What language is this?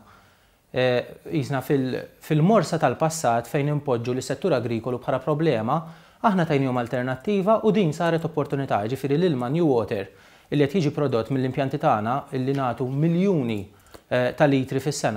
Maltese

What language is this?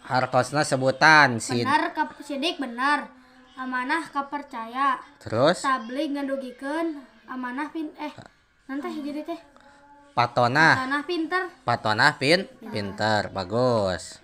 Sundanese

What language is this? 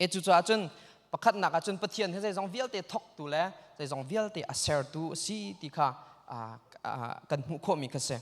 Hakha Chin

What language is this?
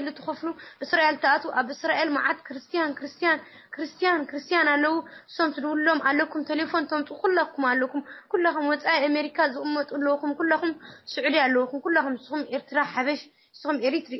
Tigrinya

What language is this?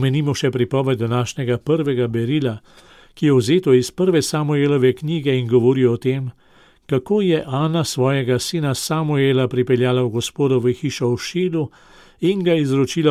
Slovenian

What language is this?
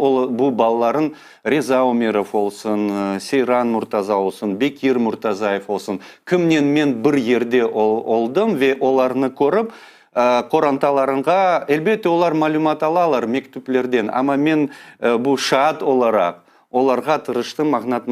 Crimean Tatar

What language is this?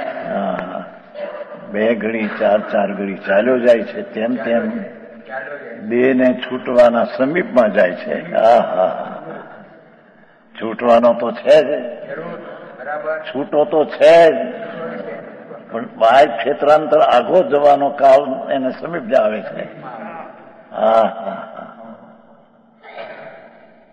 Gujarati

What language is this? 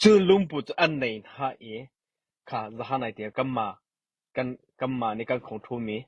Hakha Chin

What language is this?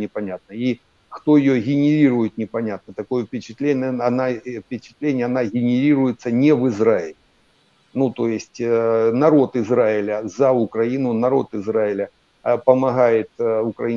Russian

